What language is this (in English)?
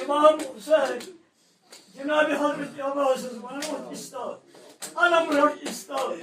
Kashmiri